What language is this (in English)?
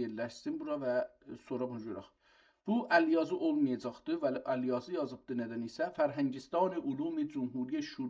South Azerbaijani